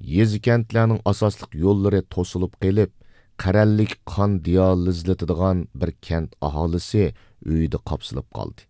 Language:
Uyghur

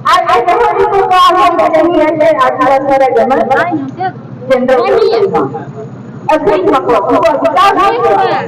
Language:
Santali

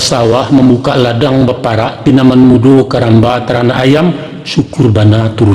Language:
Minangkabau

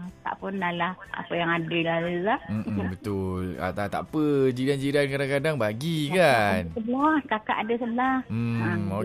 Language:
Malay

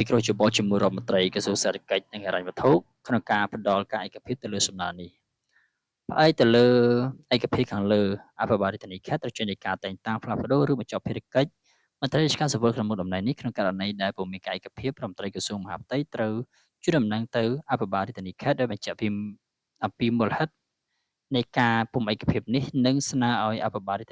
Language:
Khmer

